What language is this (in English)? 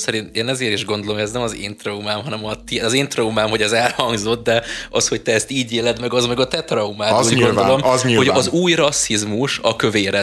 Hungarian